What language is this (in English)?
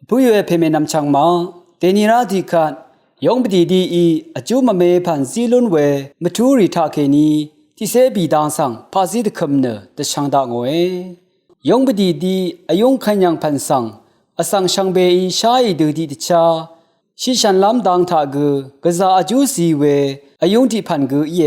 Rawang